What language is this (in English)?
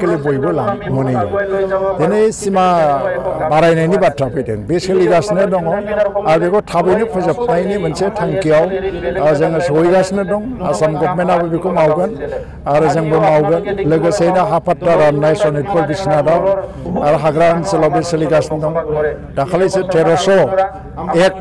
Bodo